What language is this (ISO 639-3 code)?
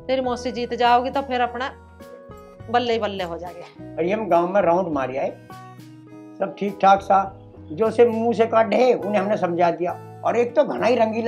bgc